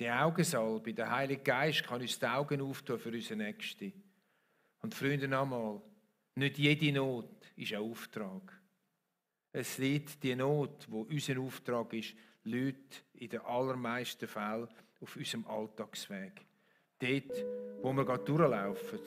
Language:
Swiss German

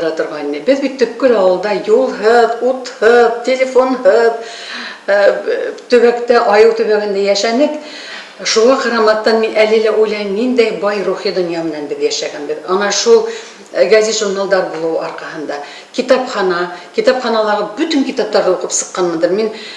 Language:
Bashkir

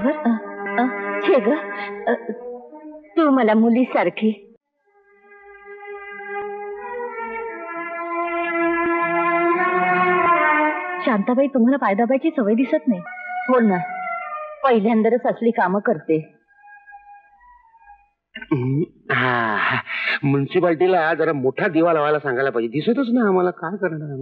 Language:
Marathi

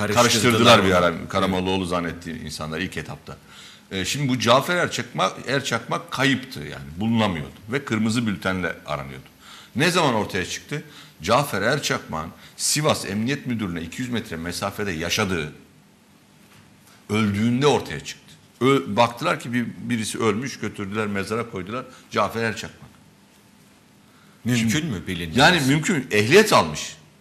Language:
Turkish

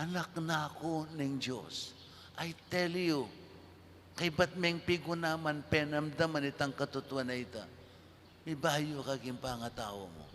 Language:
Pampanga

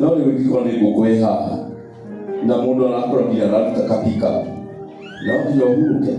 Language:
Kikuyu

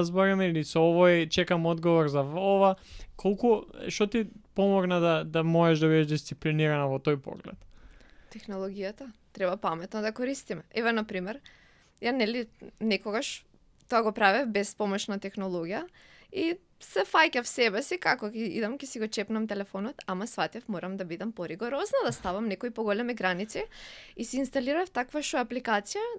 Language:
Macedonian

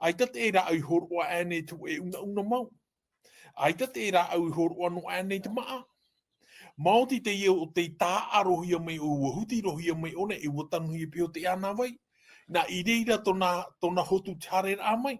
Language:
Tahitian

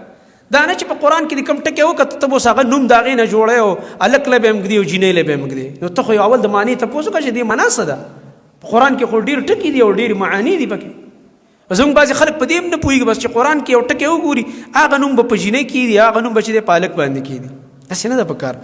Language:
Pashto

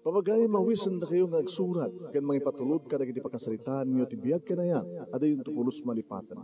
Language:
Iloko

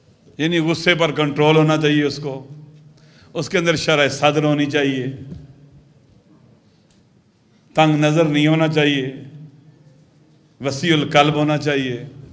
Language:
Urdu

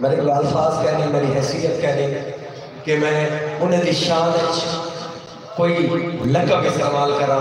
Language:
Saraiki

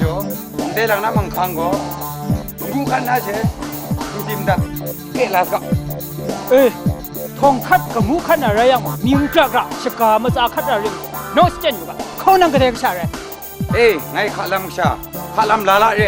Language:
Kachin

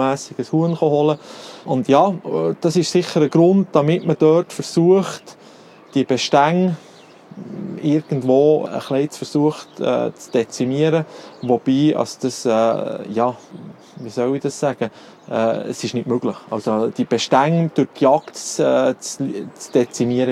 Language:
German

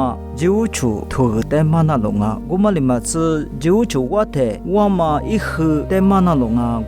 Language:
Lisu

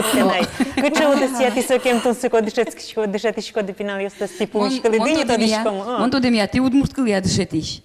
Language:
Udmurt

